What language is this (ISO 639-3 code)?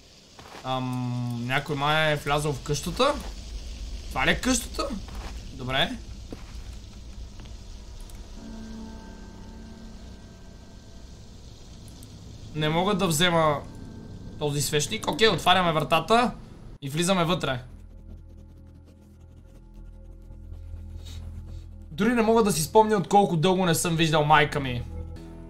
bul